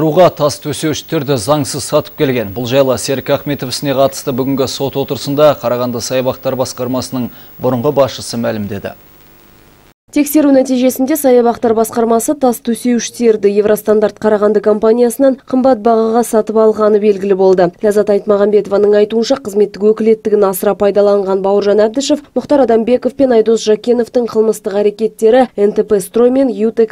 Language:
Kazakh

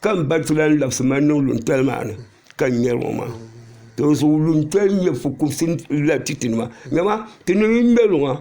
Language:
Dagbani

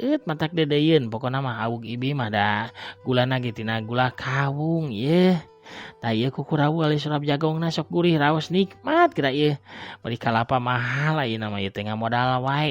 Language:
Sundanese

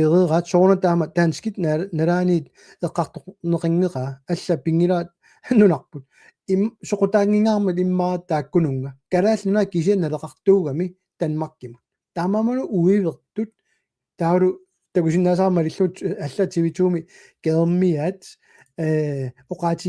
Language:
Kalaallisut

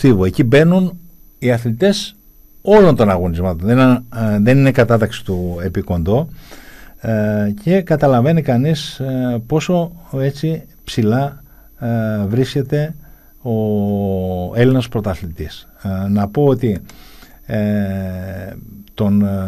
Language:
Greek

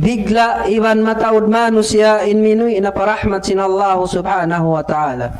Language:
Tausug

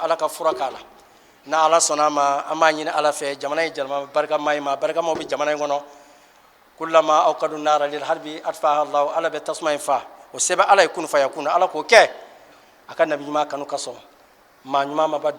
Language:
Bambara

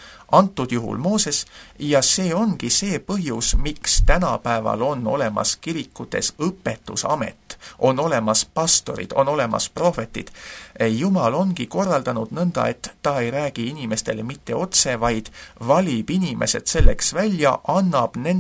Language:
Estonian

